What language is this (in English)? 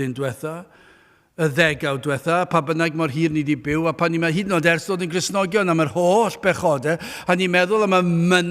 Welsh